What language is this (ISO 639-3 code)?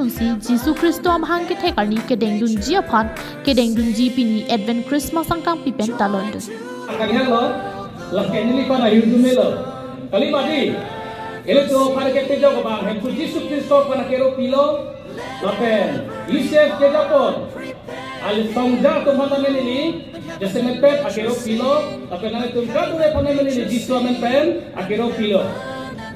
mjw